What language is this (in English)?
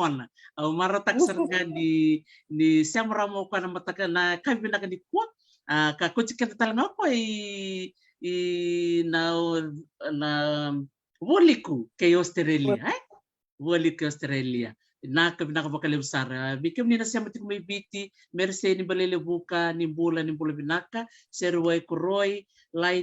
Fijian